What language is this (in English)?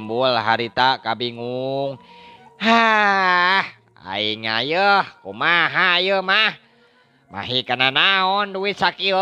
Sundanese